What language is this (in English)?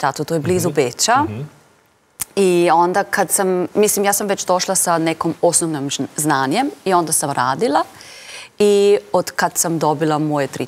Serbian